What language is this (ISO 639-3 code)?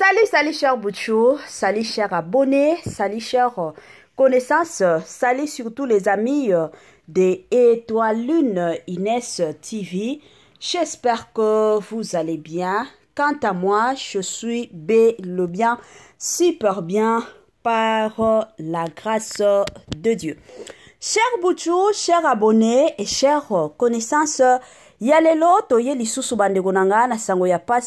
lin